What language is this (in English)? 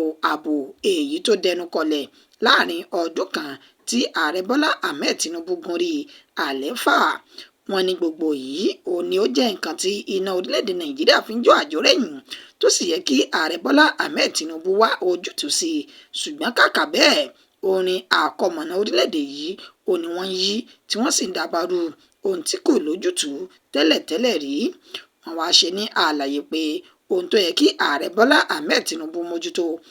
Yoruba